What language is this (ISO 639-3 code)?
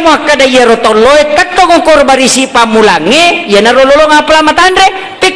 bug